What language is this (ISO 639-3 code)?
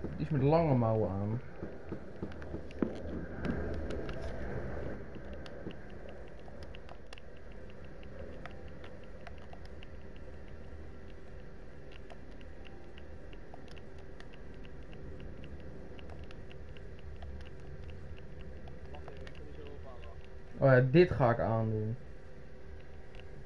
nld